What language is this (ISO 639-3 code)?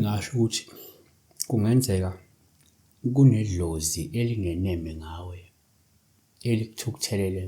zul